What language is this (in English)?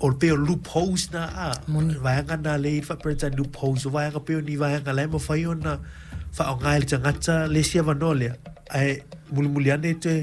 Samoan